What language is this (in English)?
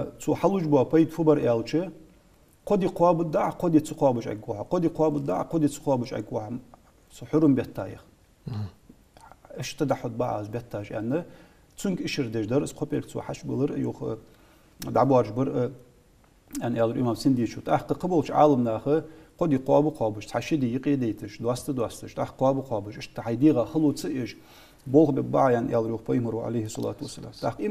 Ingush